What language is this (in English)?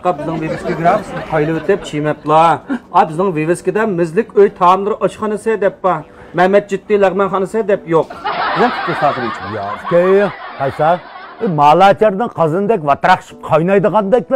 Uyghur